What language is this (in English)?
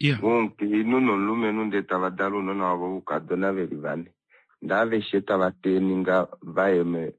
Kuanyama